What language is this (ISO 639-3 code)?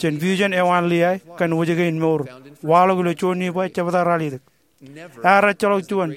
mah